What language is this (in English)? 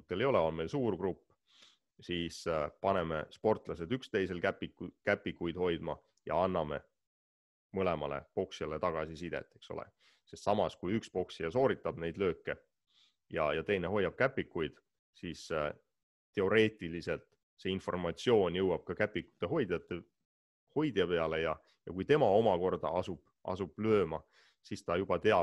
Estonian